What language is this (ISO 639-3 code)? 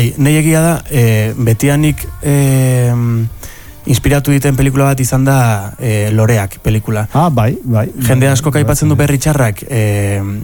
eus